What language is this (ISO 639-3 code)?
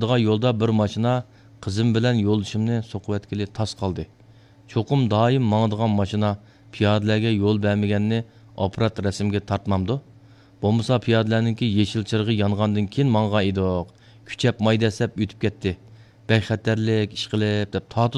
uig